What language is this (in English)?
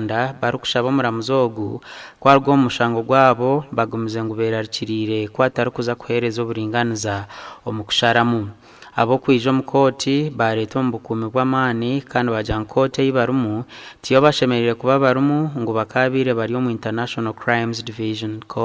Nyankole